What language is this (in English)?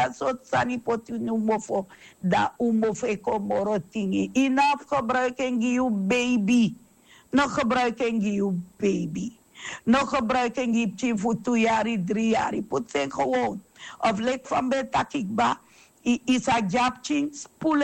Sranan Tongo